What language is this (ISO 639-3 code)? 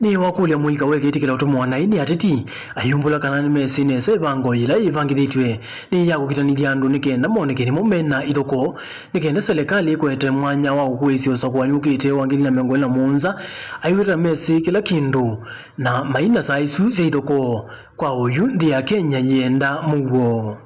kam